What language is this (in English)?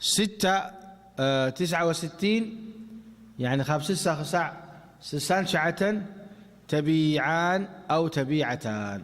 Tigrinya